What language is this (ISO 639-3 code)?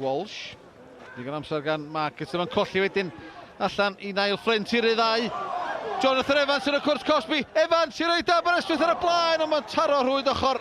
cym